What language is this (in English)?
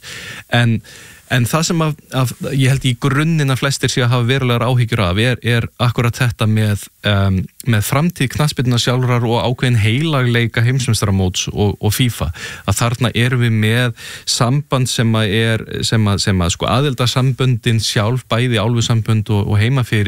Icelandic